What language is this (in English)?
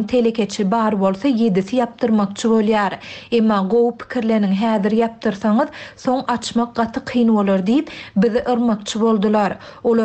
Turkmen